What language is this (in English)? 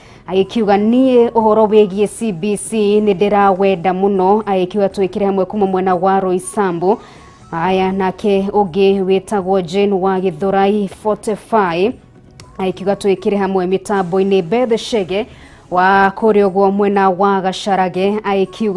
Kikuyu